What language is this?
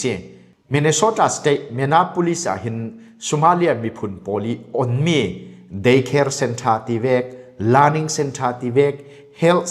Falam Chin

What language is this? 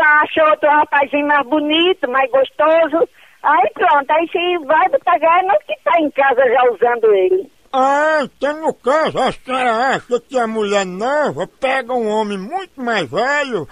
Portuguese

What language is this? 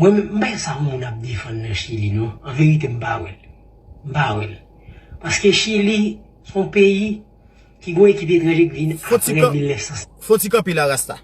Haitian Creole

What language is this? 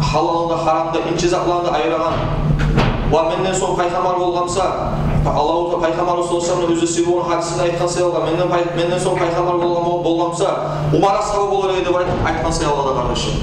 Kumyk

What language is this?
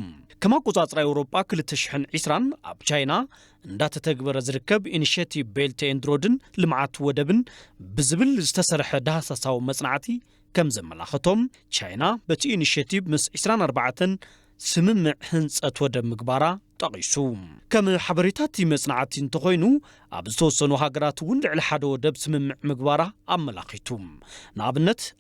Tigrinya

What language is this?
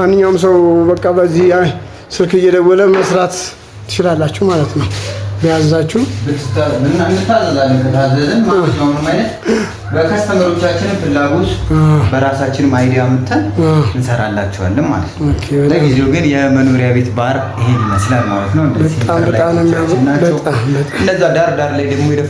Amharic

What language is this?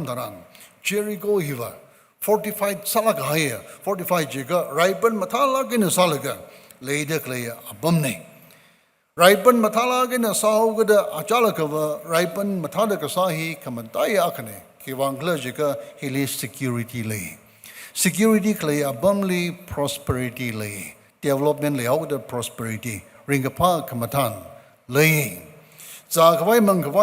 Tangkhul Naga (India)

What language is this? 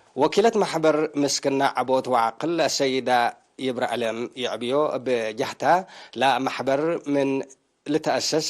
Tigre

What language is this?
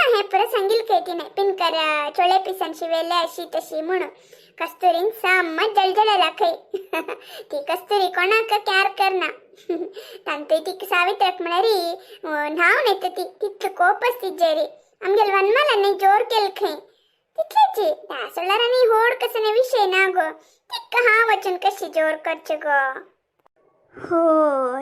Konkani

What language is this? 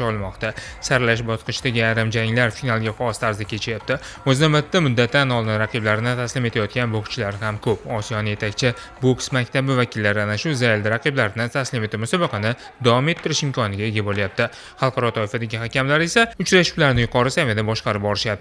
Uzbek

